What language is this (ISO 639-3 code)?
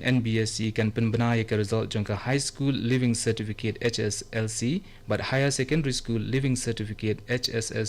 kha